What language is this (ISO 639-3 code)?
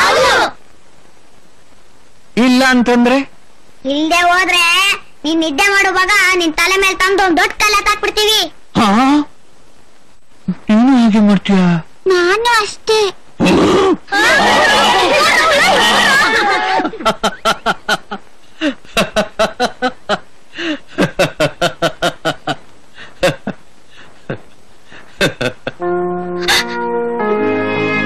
kan